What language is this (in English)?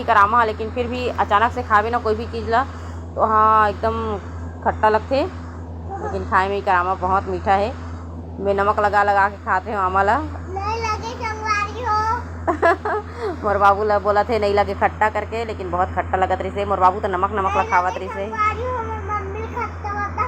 Chhattisgarhi